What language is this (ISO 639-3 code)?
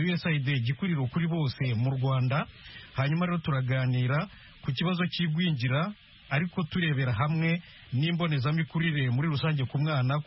kin